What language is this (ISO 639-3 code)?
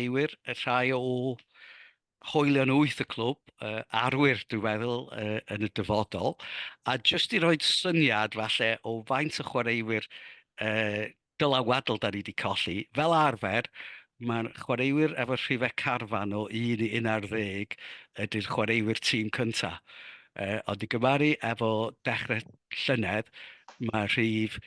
cym